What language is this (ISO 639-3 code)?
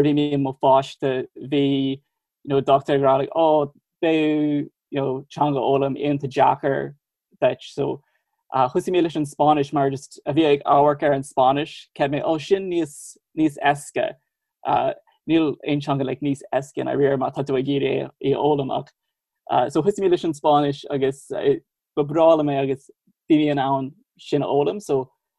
gle